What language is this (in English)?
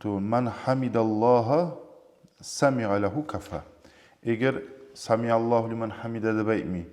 Kumyk